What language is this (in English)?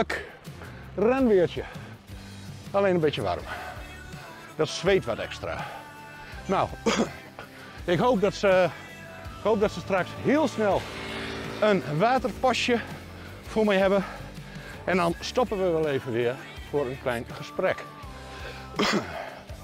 Dutch